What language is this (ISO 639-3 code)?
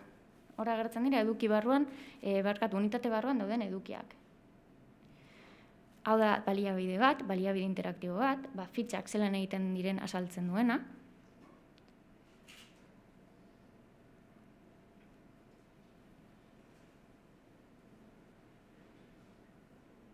eus